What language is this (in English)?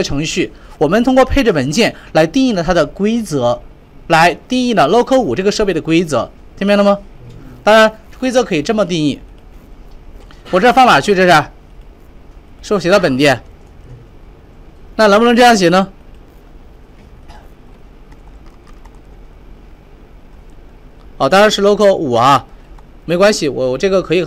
Chinese